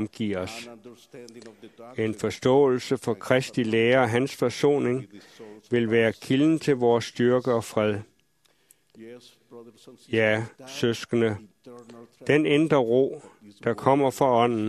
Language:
Danish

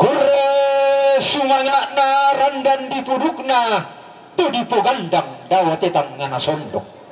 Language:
Toraja-Sa'dan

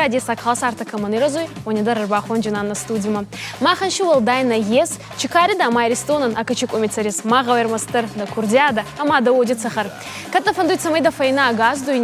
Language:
Ossetic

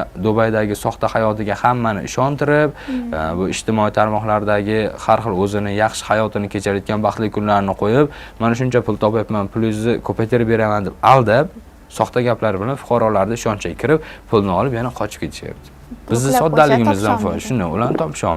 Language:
Uzbek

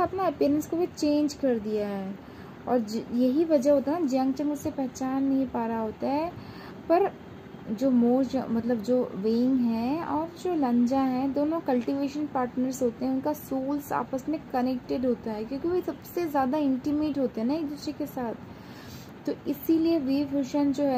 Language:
Hindi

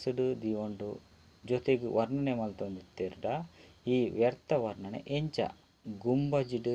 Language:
Tulu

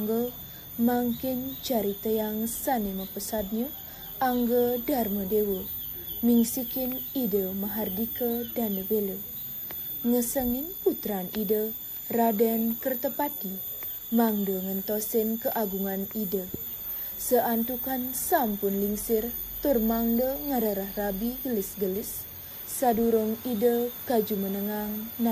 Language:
Balinese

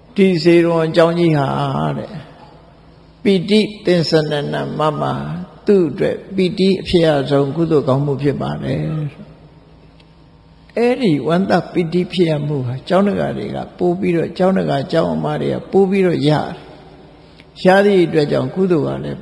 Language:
Burmese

